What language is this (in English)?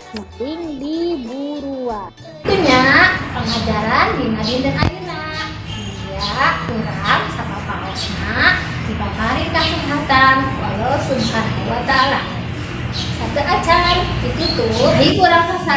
Sundanese